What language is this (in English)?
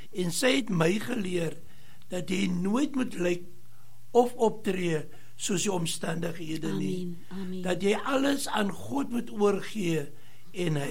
Afrikaans